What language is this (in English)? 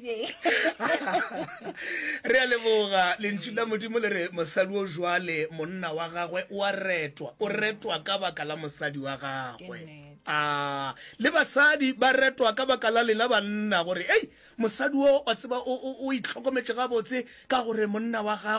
Northern Sotho